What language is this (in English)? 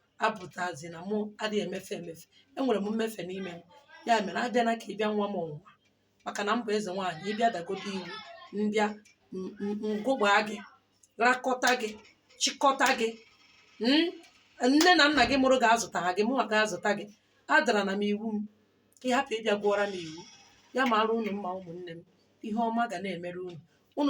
Igbo